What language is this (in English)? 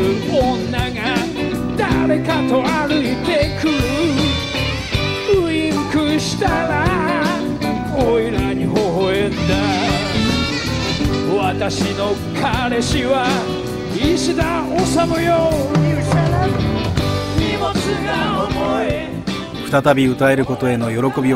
Japanese